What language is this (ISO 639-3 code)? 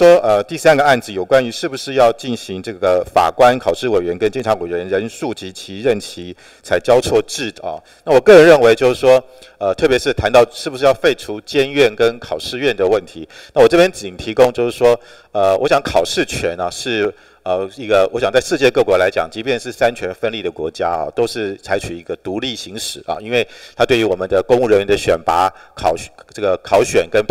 zho